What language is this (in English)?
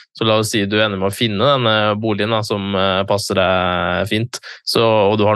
Norwegian